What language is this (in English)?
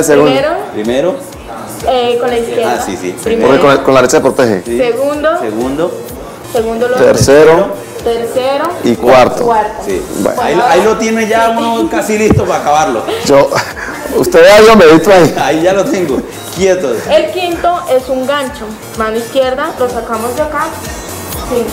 Spanish